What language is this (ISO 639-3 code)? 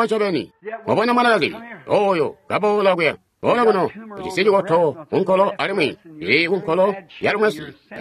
toi